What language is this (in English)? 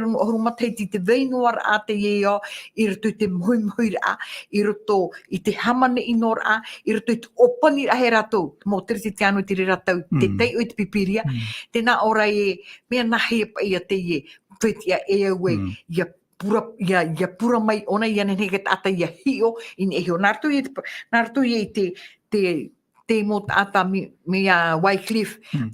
Tahitian